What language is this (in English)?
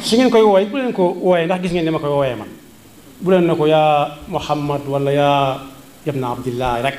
Wolof